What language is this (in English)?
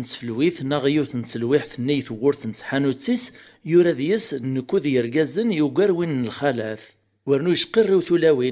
Kabyle